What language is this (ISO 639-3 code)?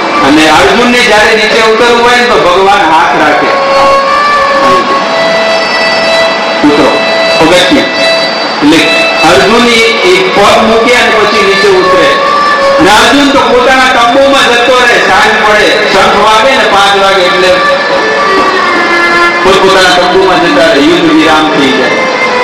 guj